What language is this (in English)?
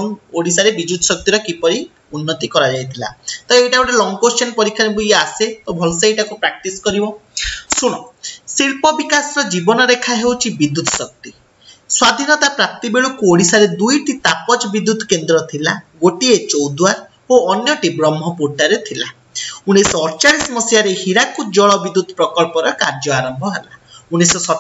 Odia